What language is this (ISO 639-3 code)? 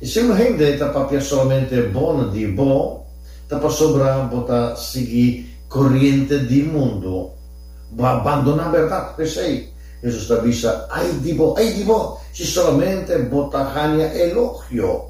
pap